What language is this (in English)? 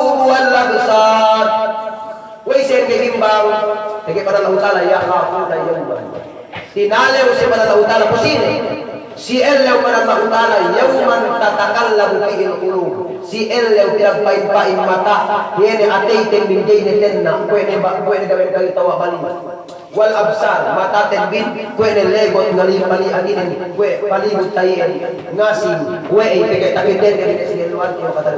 Yakan